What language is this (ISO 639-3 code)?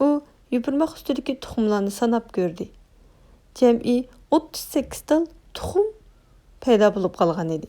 uig